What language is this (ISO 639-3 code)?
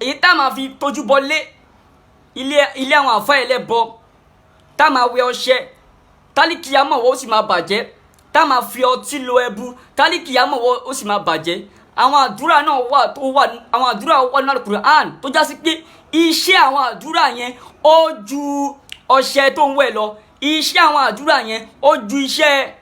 yor